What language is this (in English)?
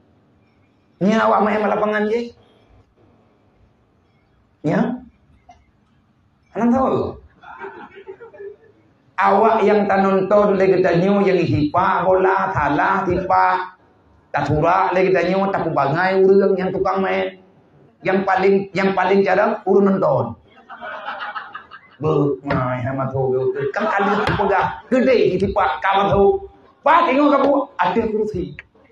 Malay